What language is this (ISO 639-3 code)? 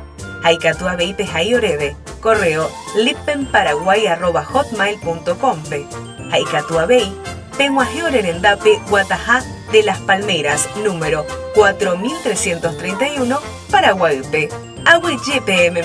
grn